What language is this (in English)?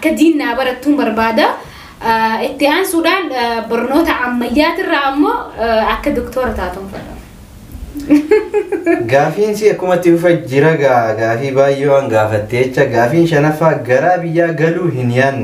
Oromo